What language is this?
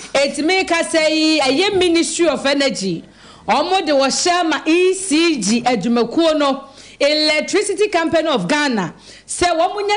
Akan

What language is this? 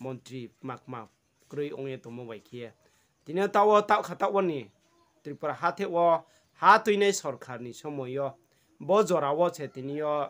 Riang (India)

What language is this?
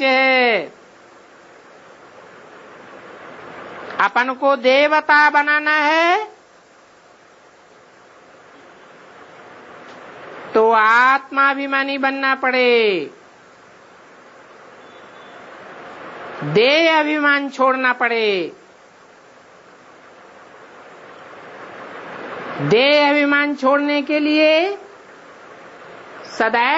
Hindi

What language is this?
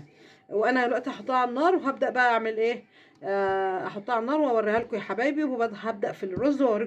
Egyptian Arabic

